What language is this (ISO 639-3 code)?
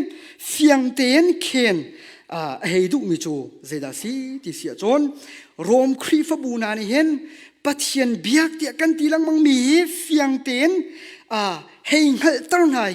cnh